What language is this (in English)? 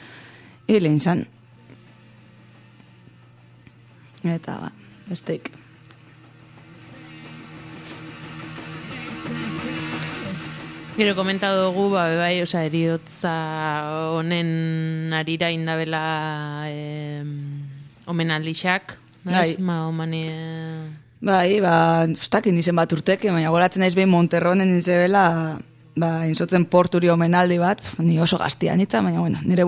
Basque